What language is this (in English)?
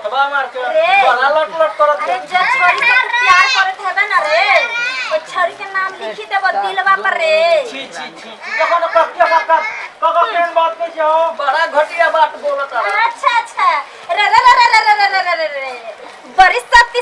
Maithili